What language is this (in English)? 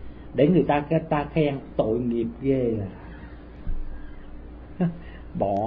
Vietnamese